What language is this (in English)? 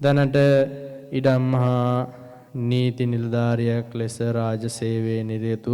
Sinhala